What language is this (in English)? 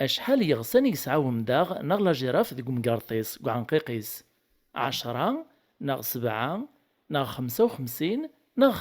Kabyle